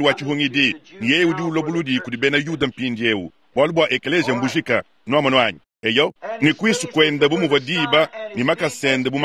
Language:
Luba-Lulua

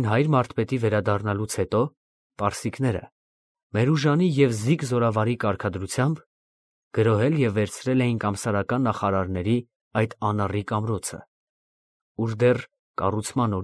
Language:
Armenian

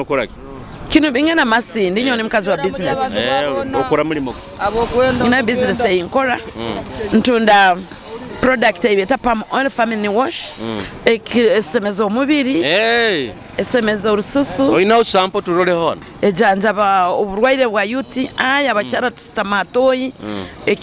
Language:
Nyoro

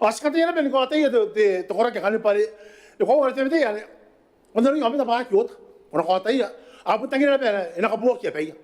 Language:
Gilbertese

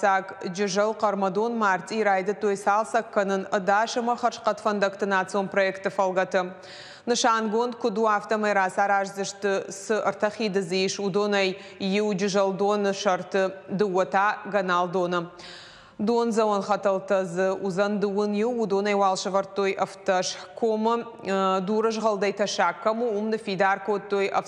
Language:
Ossetic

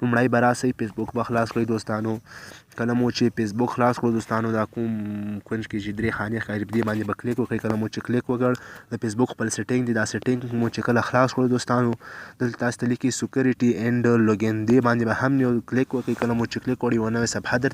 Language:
Pashto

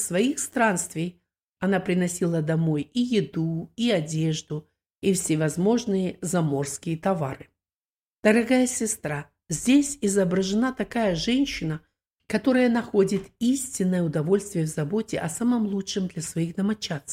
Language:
Russian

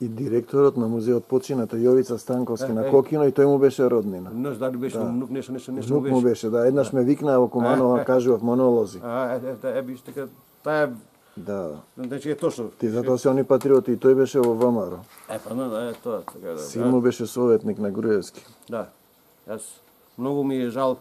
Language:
Macedonian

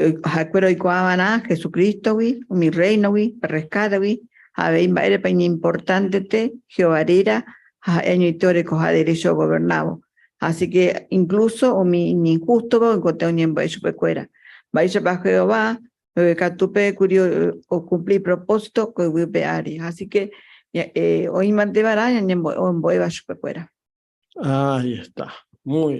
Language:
Guarani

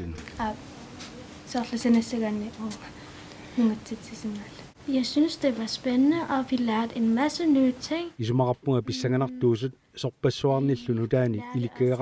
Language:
Kalaallisut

